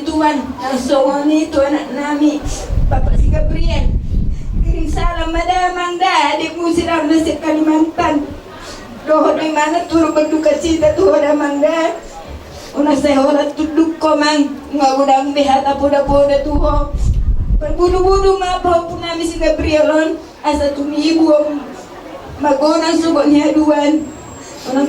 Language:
Batak Toba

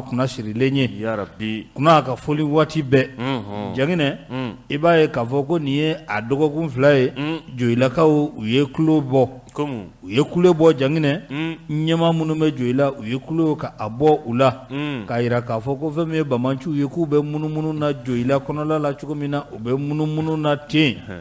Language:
Bambara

